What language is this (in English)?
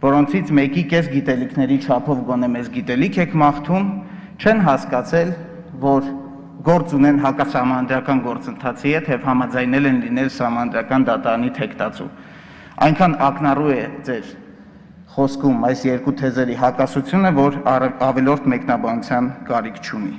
Armenian